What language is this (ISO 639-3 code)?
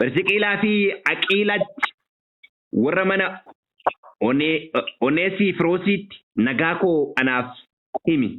orm